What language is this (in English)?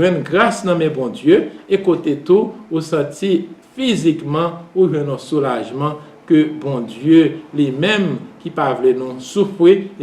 Haitian Creole